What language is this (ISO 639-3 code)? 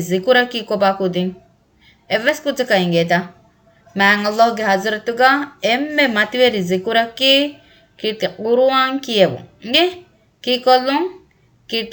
div